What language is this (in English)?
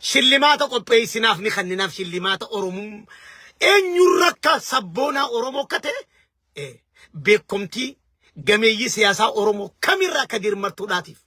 Oromo